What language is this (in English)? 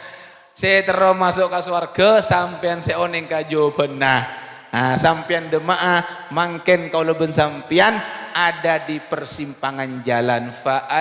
Madurese